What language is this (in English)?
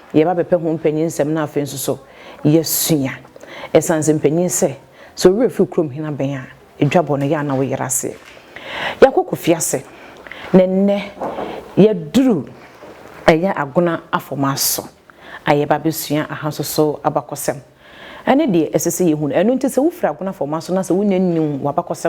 Akan